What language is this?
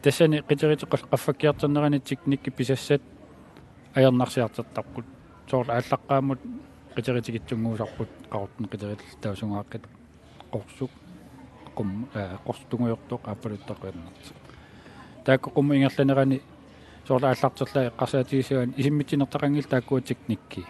Kalaallisut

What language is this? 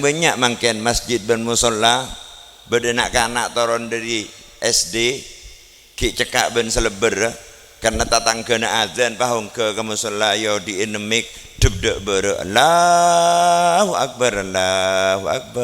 Madurese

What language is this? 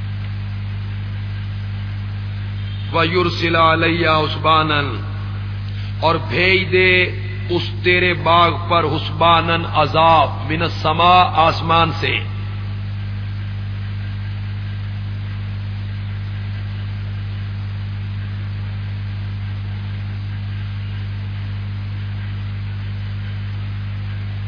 Urdu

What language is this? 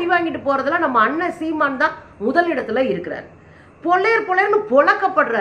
Tamil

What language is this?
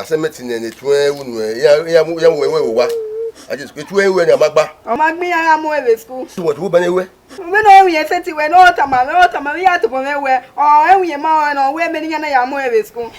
Bini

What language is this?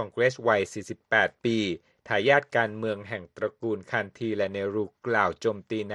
Thai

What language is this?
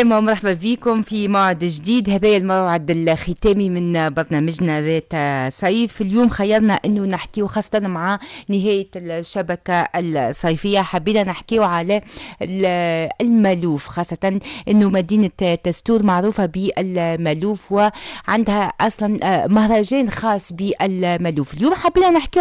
Tunisian Arabic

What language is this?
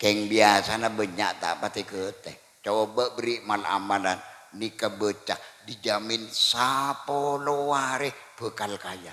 Madurese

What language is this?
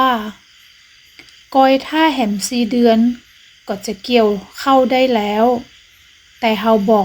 Northern Thai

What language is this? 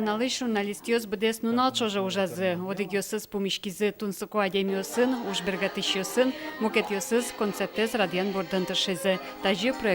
Udmurt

